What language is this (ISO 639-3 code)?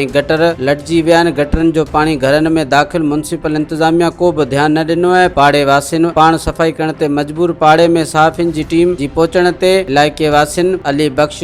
snd